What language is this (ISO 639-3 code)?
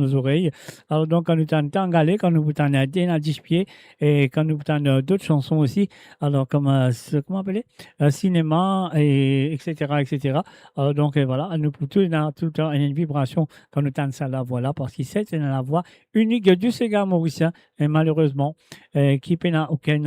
mfe